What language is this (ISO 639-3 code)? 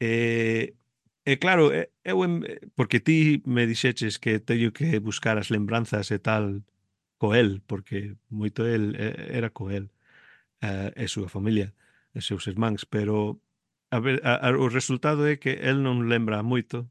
glg